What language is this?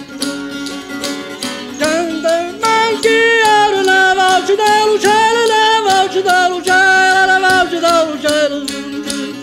Italian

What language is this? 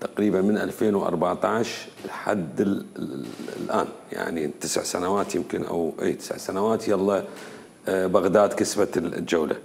Mesopotamian Arabic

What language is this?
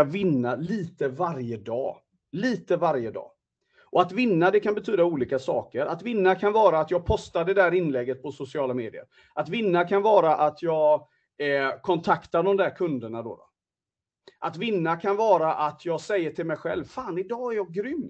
Swedish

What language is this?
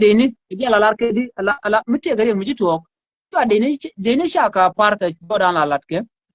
Nuer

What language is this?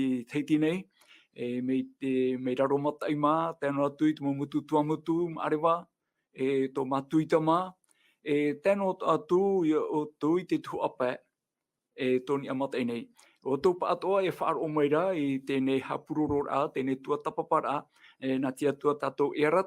Tahitian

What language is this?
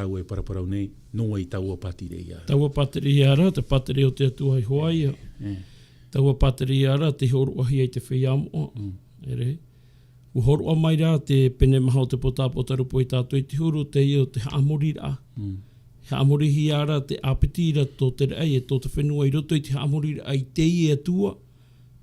Tahitian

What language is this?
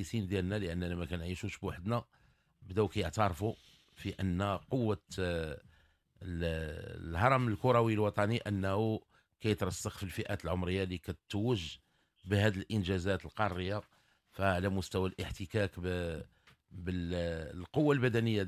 Moroccan Arabic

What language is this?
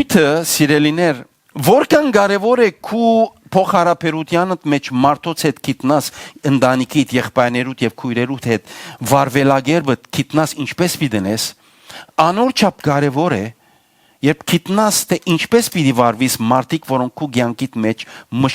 Western Armenian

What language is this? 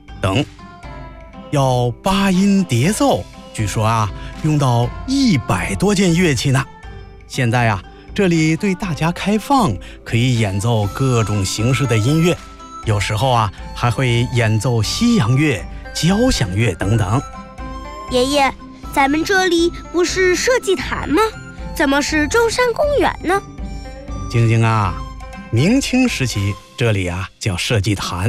Chinese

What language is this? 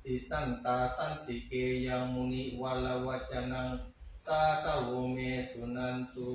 Pali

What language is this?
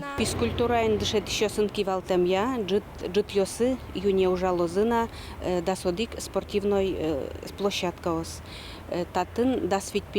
Udmurt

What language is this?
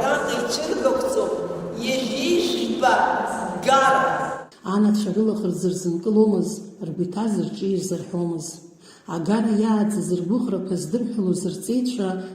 Abkhazian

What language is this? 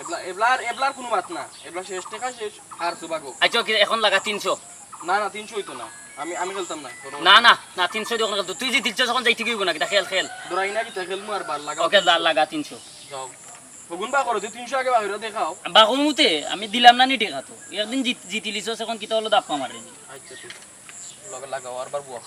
Sylheti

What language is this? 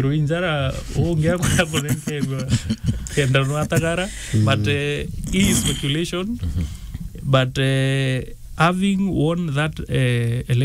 Meru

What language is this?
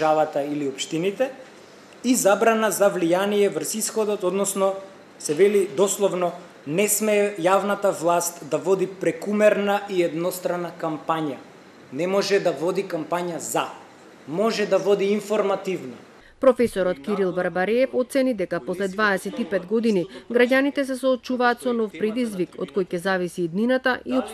Macedonian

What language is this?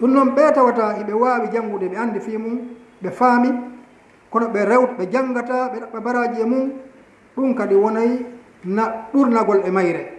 Fula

